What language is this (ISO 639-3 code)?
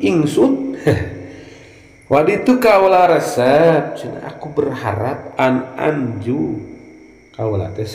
sun